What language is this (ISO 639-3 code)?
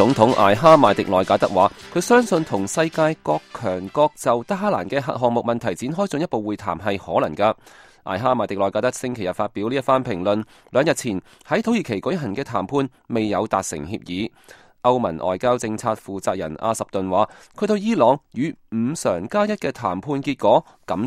yue